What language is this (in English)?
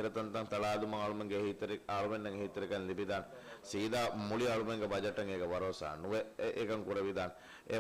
Divehi